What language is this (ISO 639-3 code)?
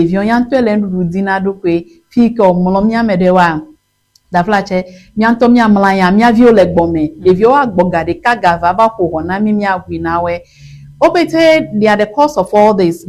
ewe